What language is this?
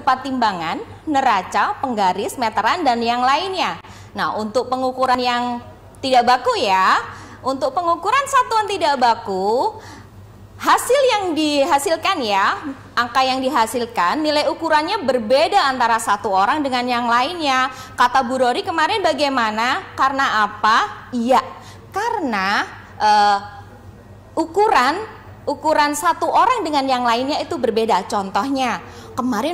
Indonesian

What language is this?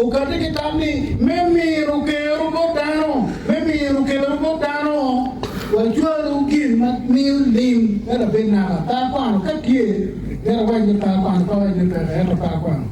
Acoli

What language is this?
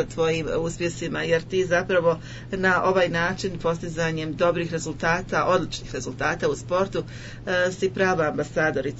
Croatian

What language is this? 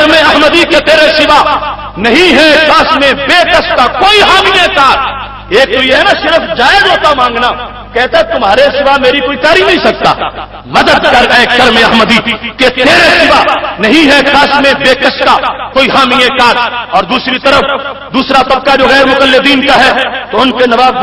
Urdu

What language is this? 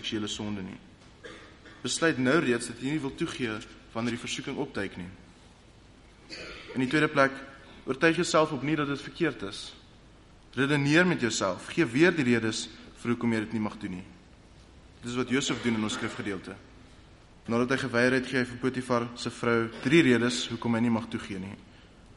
Afrikaans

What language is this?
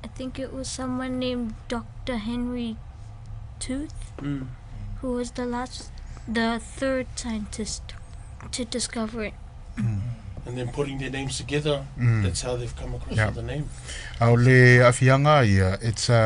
Samoan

